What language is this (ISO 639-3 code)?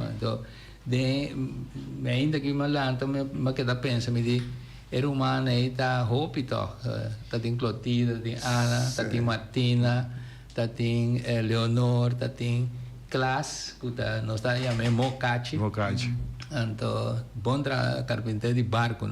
pap